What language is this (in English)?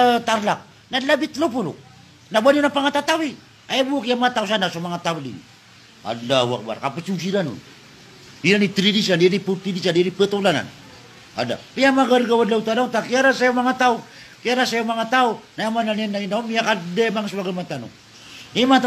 Maranao